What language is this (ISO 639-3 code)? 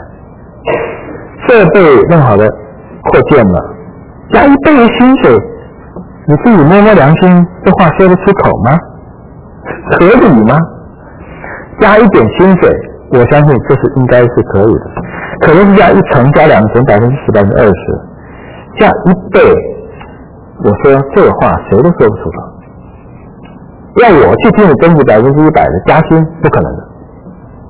zho